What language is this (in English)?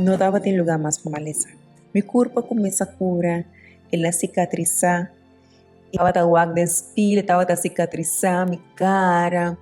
Papiamento